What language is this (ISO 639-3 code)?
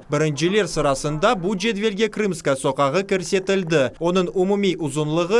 crh